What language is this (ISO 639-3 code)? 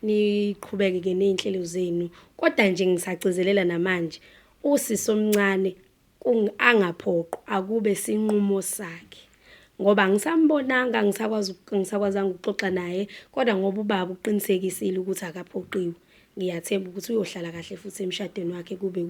zul